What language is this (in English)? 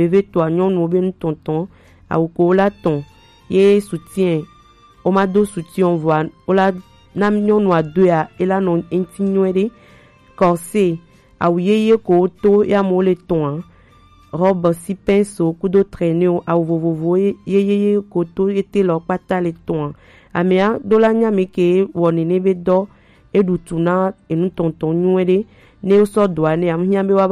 Gen